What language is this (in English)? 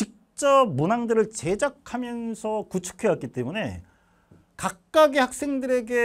Korean